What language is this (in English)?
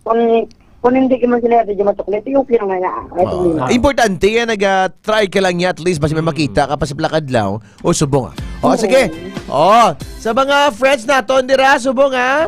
Hiligaynon